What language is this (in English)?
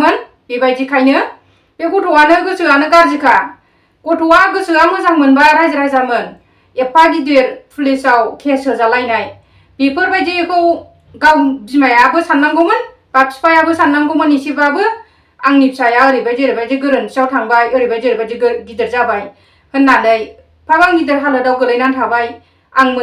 Bodo